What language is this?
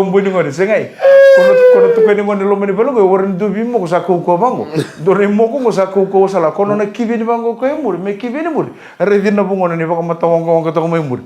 Fijian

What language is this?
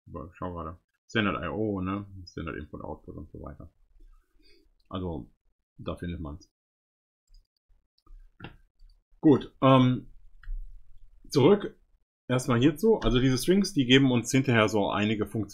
German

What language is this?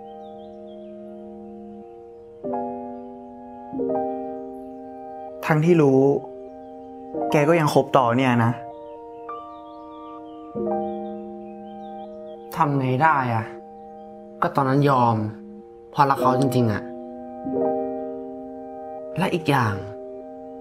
Thai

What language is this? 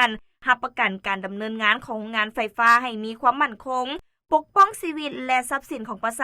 Lao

